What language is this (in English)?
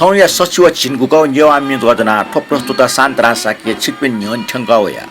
Newari